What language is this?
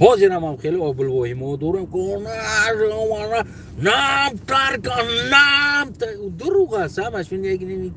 Tajik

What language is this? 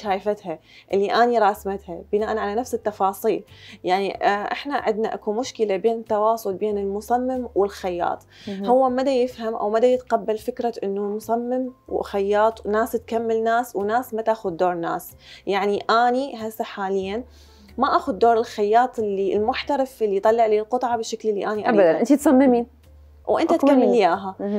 Mesopotamian Arabic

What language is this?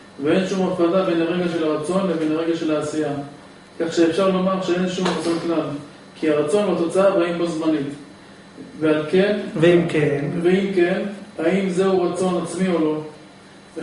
Hebrew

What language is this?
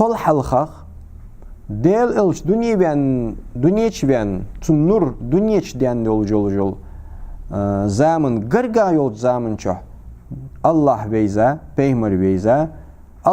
Ingush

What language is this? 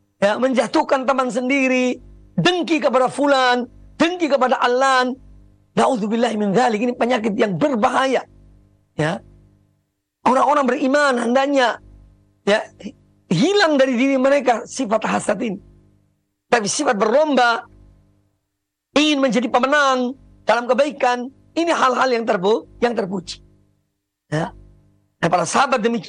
Indonesian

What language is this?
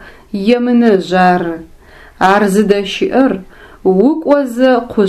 Adyghe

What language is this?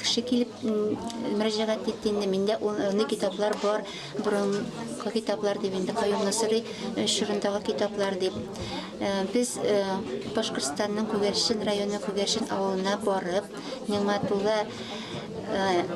Tatar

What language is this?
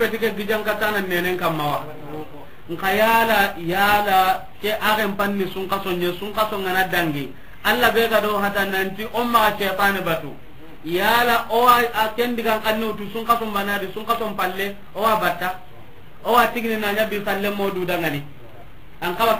Soninke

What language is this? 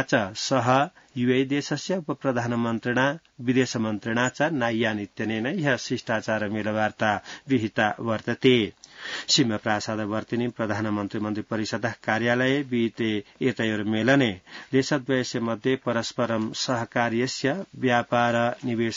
Sanskrit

